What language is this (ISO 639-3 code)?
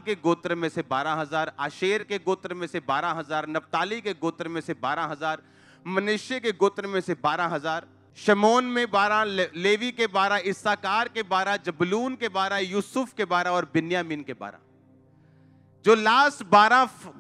hin